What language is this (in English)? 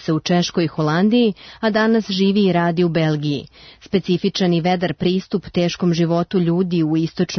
Serbian